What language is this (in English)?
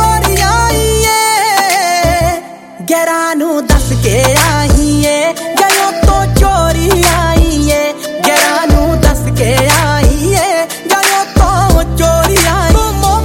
Punjabi